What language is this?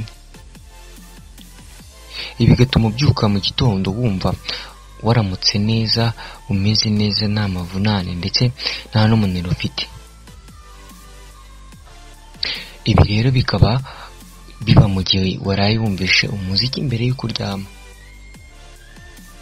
Kinyarwanda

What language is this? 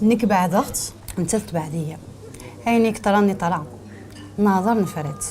Kabyle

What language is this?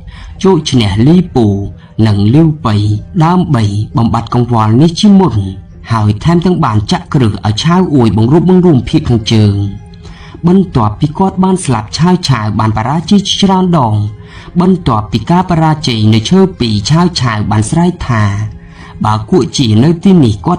Khmer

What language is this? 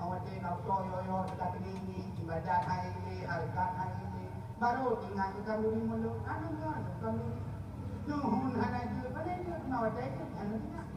Achinese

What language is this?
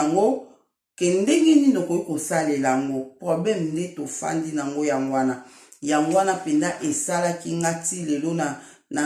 Lingala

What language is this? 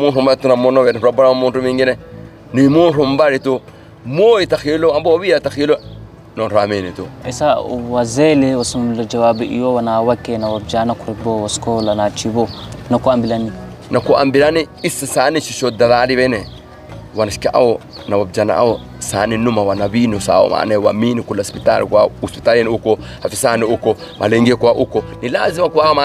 Swahili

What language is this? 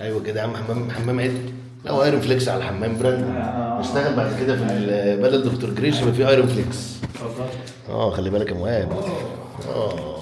Egyptian Arabic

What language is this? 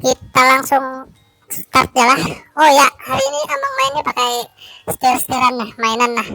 Banjar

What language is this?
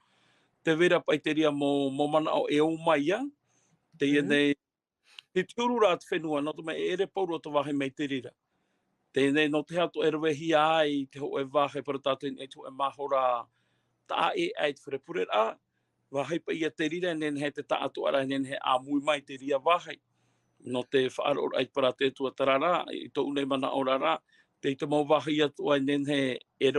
Tahitian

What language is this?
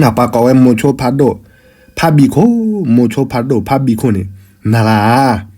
S'gaw Karen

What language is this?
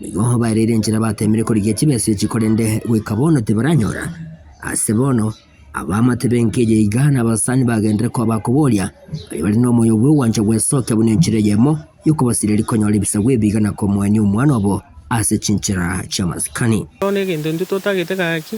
Gusii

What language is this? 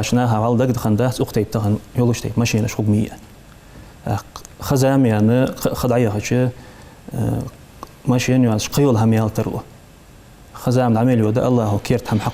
Ingush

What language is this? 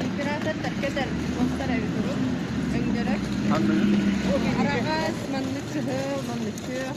Yakut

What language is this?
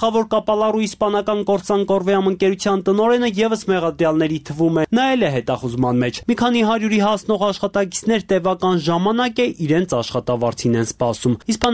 Armenian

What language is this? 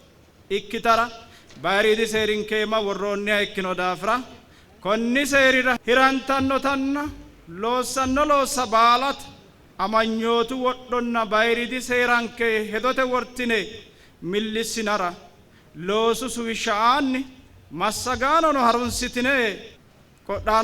Sidamo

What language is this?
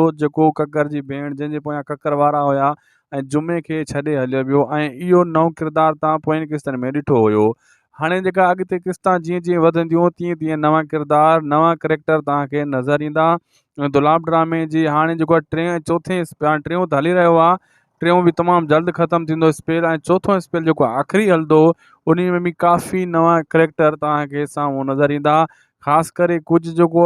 Sindhi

